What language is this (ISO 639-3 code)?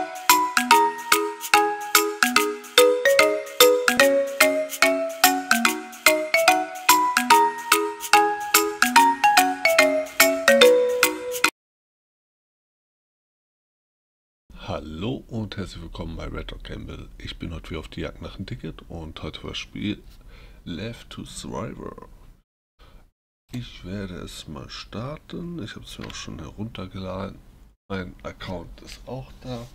deu